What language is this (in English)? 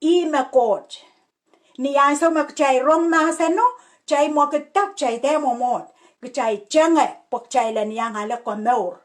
Pohnpeian